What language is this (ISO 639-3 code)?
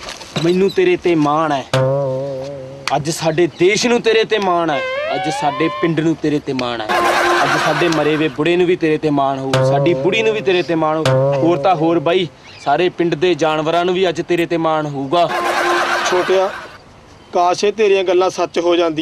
pan